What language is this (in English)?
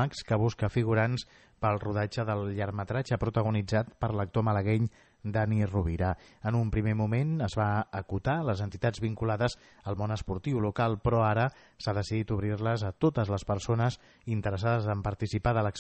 Catalan